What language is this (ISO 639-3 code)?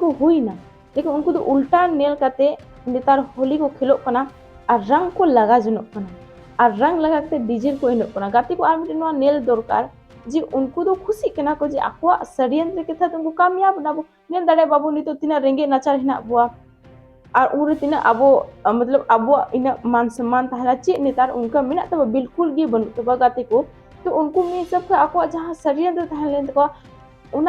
sat